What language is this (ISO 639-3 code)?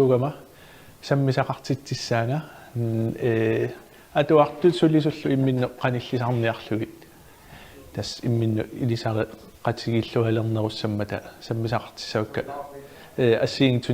kal